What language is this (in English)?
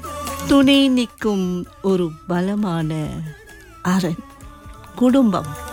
Tamil